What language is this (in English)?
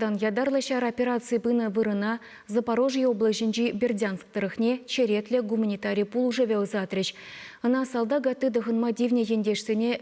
Chuvash